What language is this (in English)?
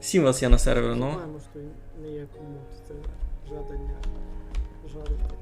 Rusyn